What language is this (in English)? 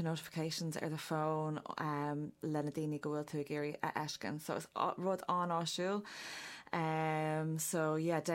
Irish